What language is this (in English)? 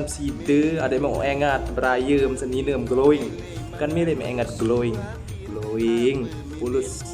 Sasak